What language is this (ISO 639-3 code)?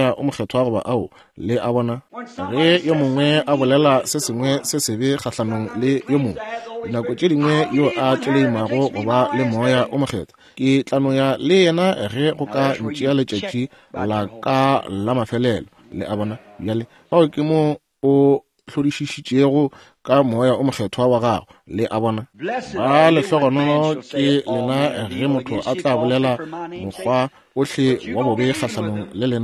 nso